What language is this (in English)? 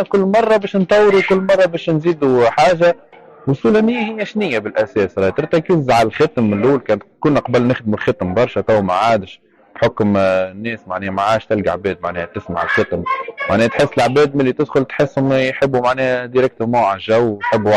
Tunisian Arabic